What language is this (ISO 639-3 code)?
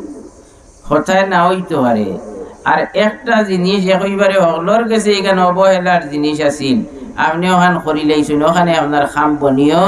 syl